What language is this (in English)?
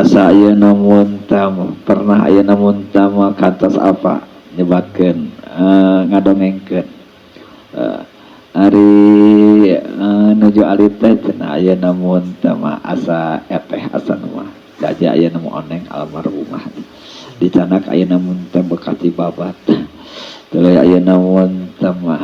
Sundanese